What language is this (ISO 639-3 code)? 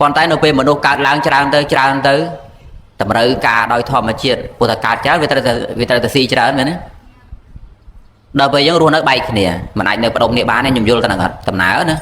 khm